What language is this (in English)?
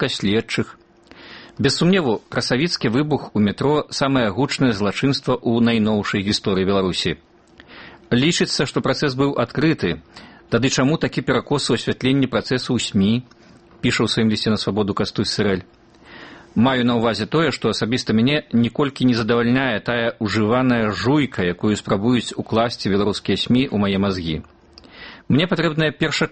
Belarusian